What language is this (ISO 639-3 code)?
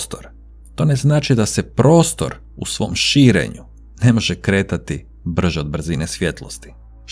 hrv